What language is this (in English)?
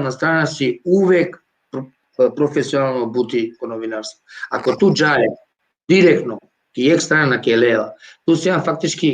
Balkan Romani